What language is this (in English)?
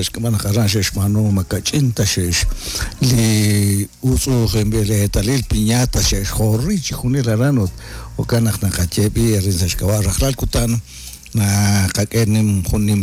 Kekchí